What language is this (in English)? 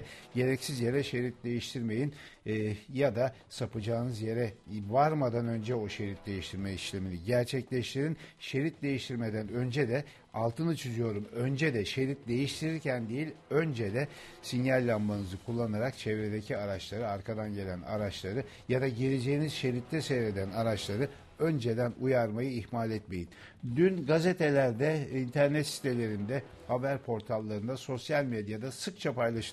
Turkish